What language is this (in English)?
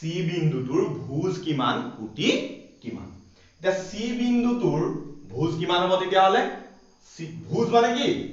Assamese